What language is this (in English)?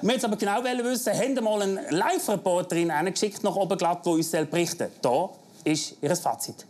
Swiss German